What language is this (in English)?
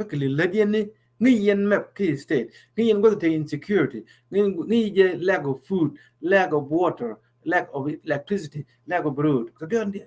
Nuer